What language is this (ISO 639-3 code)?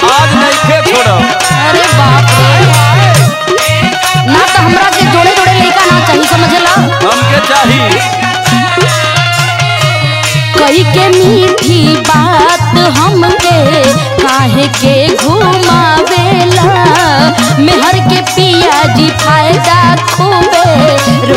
bho